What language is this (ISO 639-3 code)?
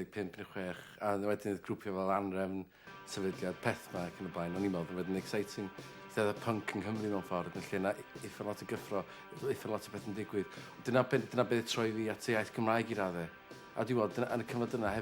cym